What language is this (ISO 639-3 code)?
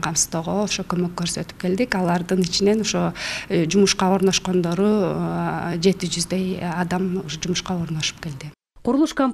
kir